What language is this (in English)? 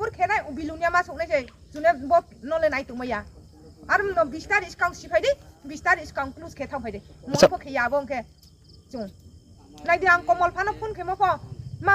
Riang (India)